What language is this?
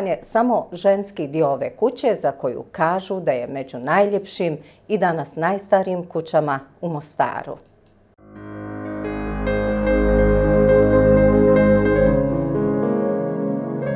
Bosnian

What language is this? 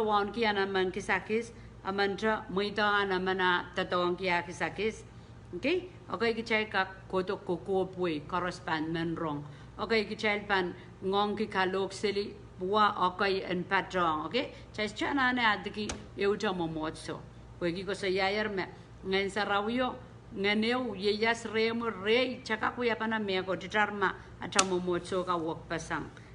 Pohnpeian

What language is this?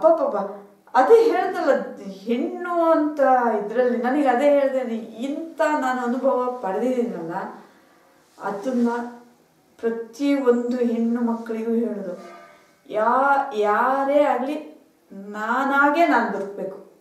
Kannada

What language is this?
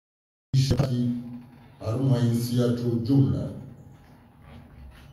Swahili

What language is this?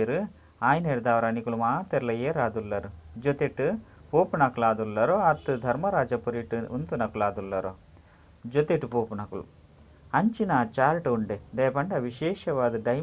Tulu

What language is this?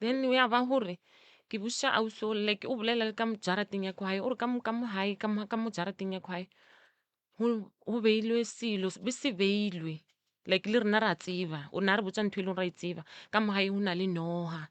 Northern Sotho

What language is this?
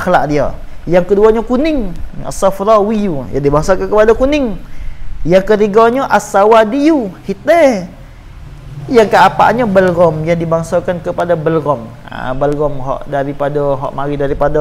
Malay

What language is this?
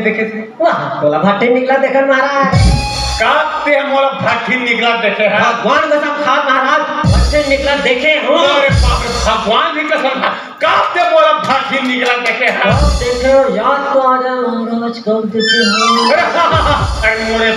Chhattisgarhi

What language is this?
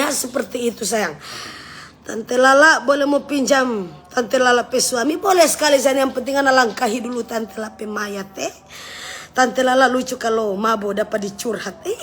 Manado Malay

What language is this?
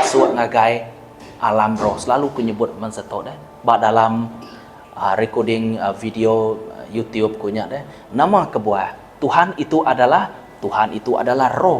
Iban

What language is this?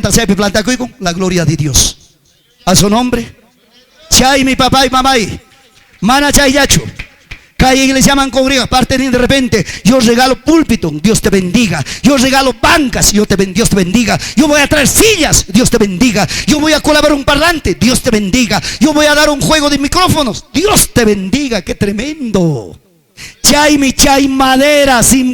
Ayacucho Quechua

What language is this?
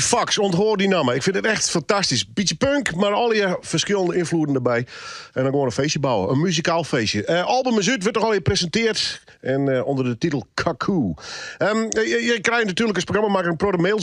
Western Frisian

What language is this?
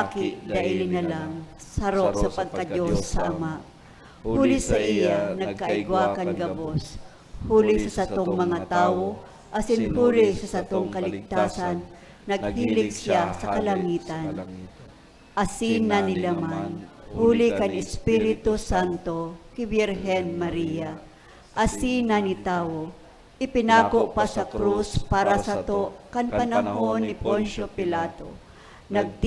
Bikol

